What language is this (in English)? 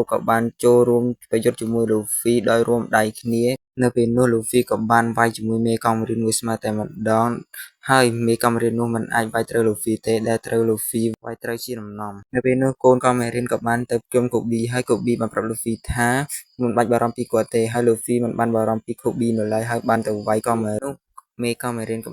Khmer